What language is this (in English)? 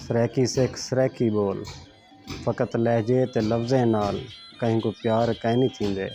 Saraiki